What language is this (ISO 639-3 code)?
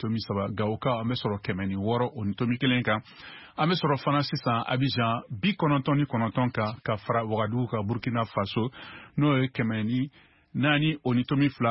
bam